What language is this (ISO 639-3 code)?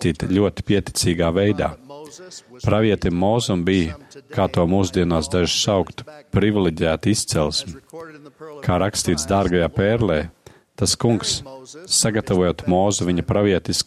lav